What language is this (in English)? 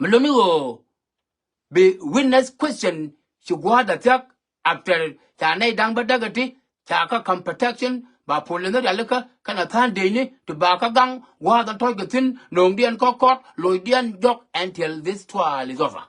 Nuer